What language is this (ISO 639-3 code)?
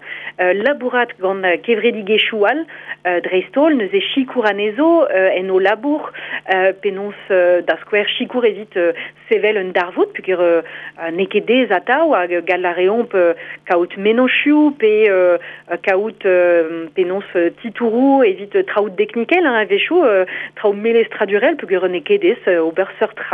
bre